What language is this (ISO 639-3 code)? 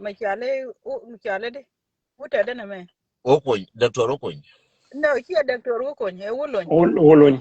nus